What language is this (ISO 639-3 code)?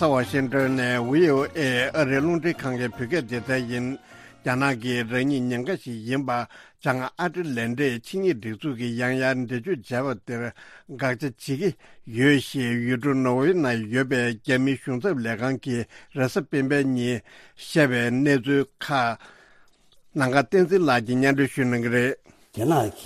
bod